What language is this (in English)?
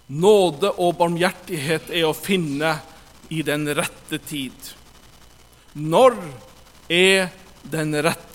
Norwegian